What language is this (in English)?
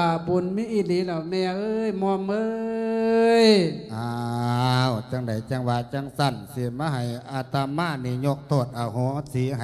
Lao